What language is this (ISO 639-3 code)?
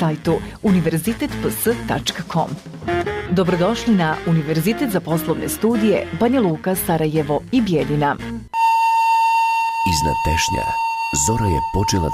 bos